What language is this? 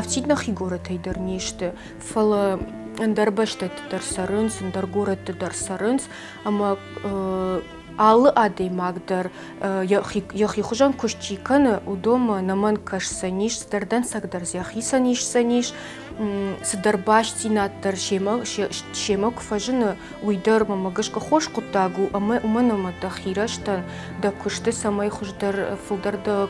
Ossetic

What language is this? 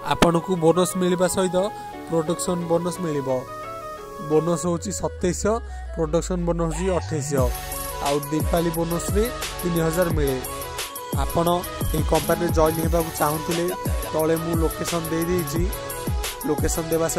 Odia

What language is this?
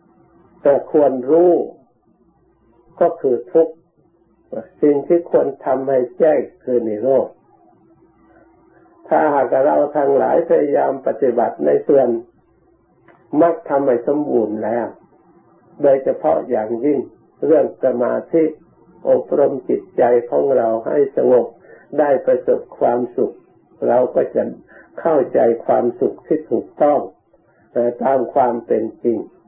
Thai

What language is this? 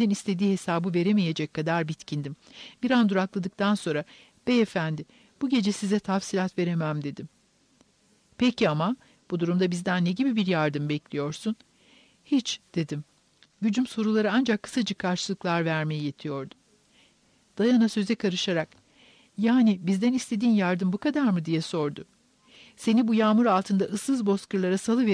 Turkish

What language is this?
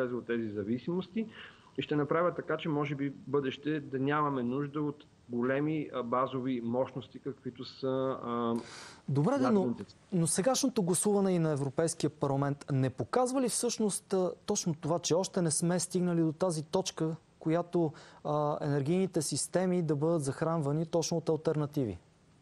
Bulgarian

